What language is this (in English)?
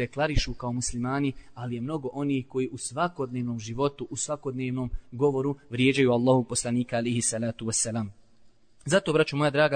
Bosnian